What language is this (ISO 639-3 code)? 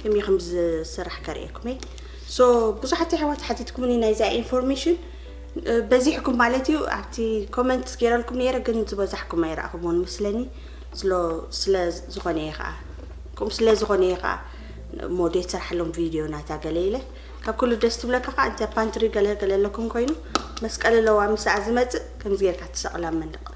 tir